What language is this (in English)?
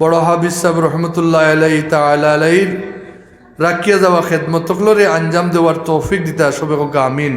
Sylheti